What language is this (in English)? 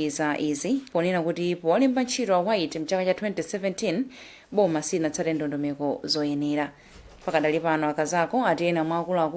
Nyanja